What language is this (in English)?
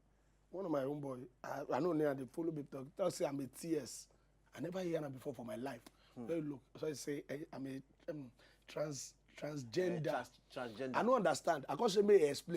Nigerian Pidgin